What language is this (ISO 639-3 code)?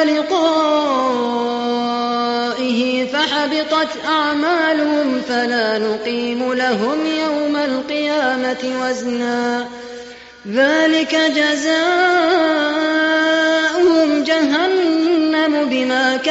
ara